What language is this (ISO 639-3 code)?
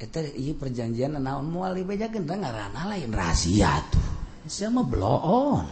sun